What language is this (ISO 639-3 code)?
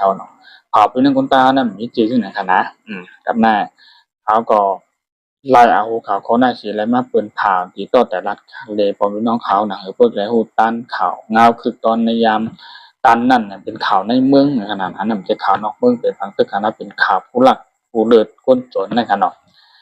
shn